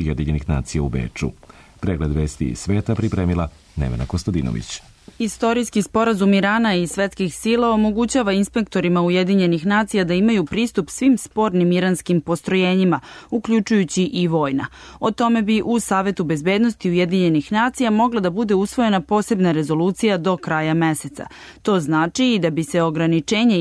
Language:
Serbian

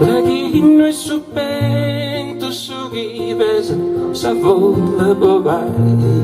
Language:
Sardinian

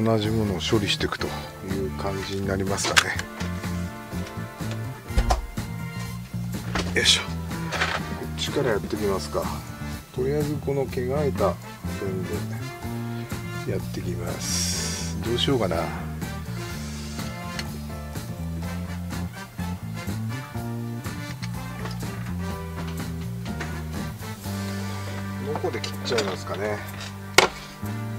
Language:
Japanese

